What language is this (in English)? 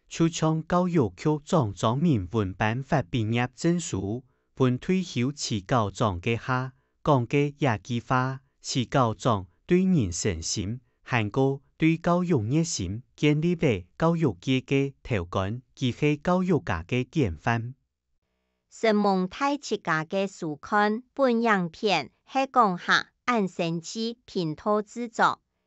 Hakka Chinese